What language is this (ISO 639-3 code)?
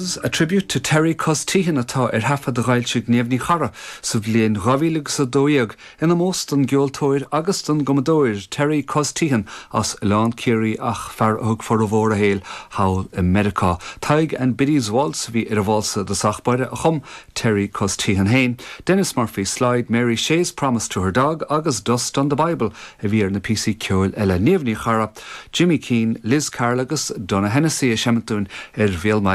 gle